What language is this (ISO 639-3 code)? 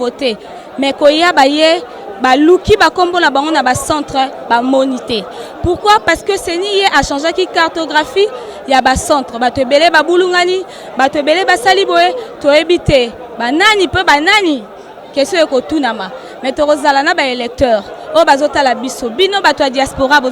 lin